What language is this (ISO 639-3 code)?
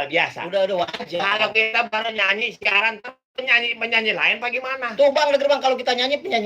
bew